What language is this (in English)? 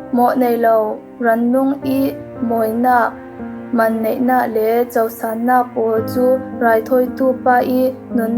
Falam Chin